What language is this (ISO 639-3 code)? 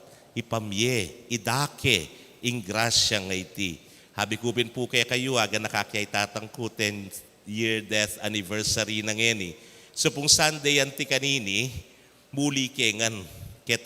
pam